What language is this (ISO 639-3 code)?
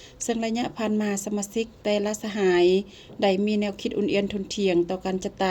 lao